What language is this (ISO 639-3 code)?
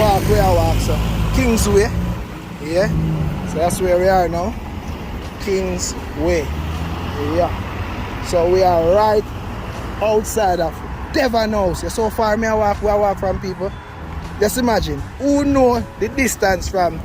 jam